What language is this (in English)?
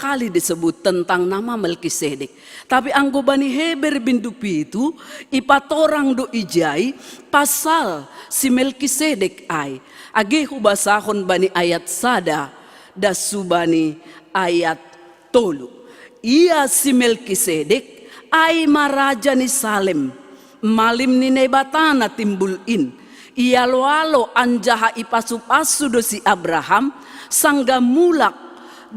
Batak Simalungun